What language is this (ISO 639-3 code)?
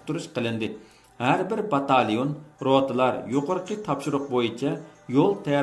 uig